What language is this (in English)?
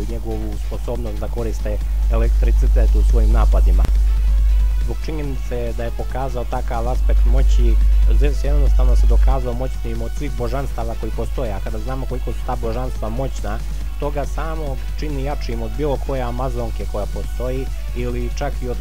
Serbian